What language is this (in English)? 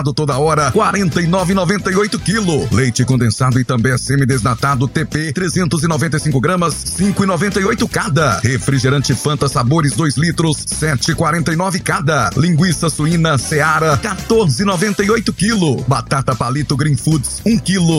Portuguese